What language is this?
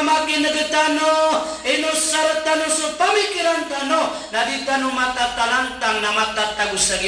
Maranao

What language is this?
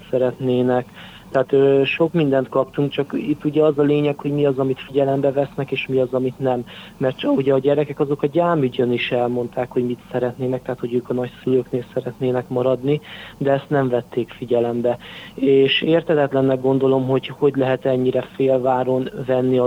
Hungarian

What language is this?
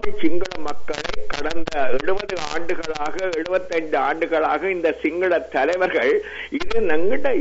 Tamil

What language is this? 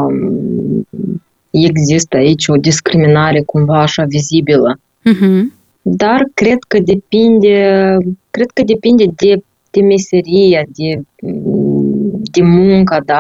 Romanian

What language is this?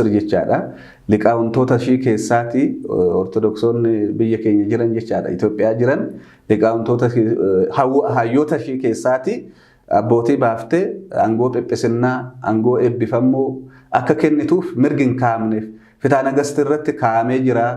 Oromo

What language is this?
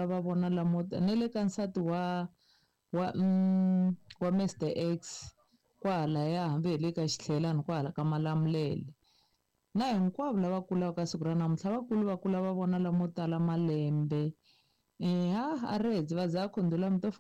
Tsonga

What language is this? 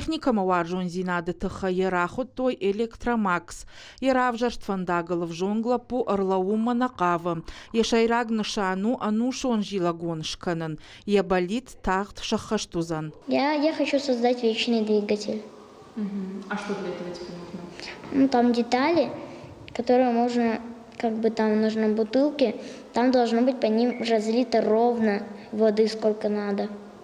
Ossetic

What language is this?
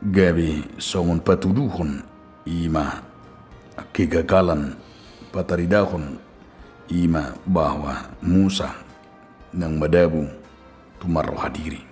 Batak Toba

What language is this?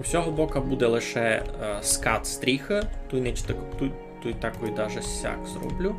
Rusyn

